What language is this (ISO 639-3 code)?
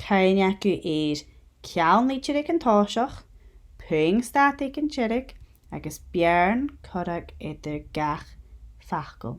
gla